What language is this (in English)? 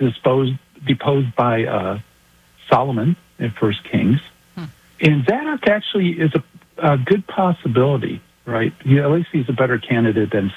English